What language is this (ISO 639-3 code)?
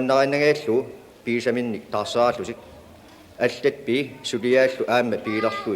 kal